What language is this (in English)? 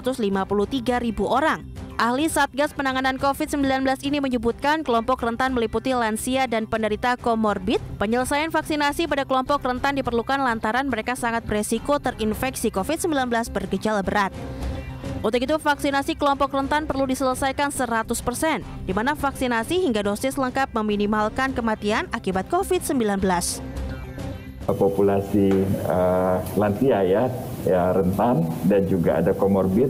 Indonesian